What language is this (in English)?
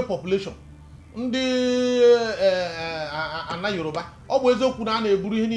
Igbo